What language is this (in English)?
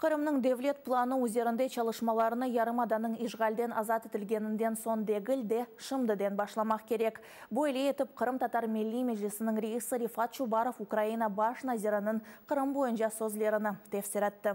Crimean Tatar